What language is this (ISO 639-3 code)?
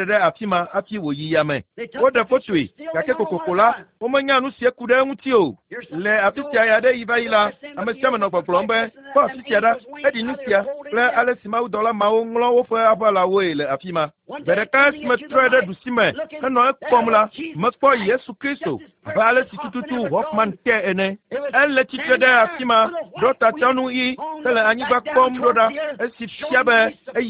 ewe